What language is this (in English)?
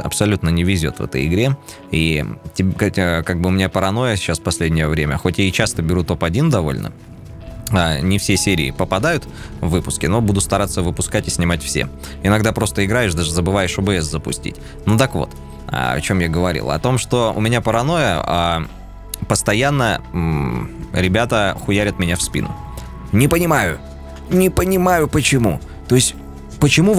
Russian